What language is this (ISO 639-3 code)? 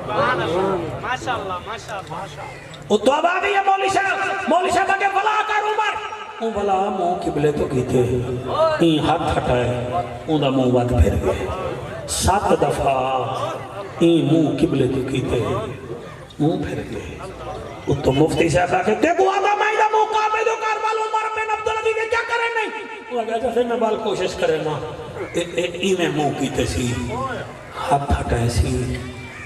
skr